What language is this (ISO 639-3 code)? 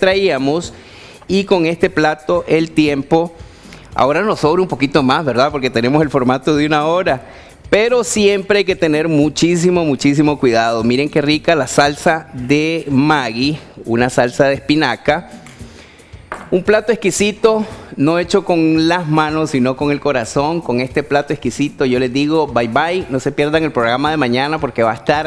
spa